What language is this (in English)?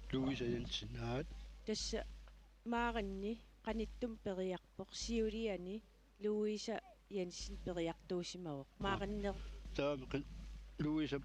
Kalaallisut